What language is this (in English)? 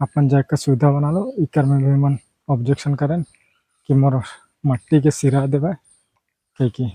Sadri